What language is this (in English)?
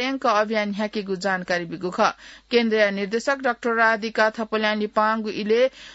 Newari